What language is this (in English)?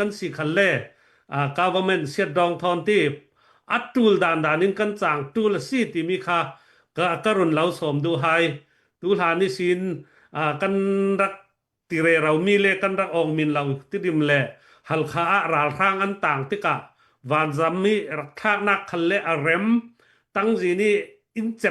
Falam Chin